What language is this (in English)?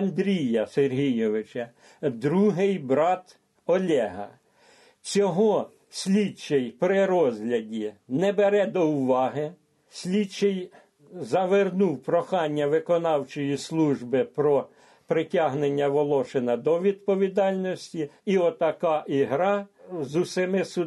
Ukrainian